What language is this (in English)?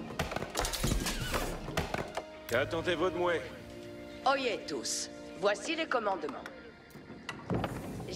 French